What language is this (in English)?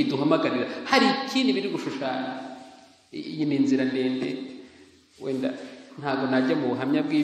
Kinyarwanda